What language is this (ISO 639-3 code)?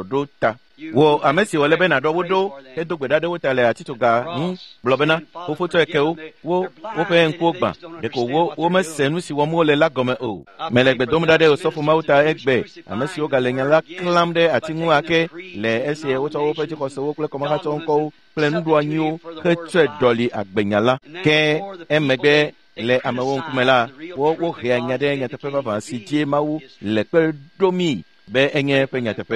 ewe